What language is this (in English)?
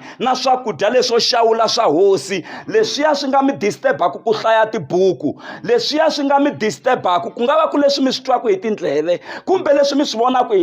Tsonga